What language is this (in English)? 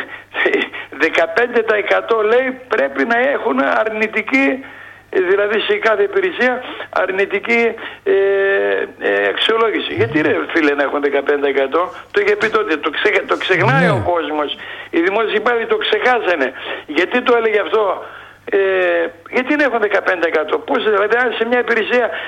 Greek